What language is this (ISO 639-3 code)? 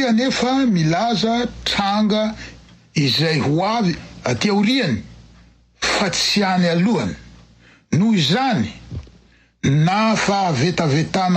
mlg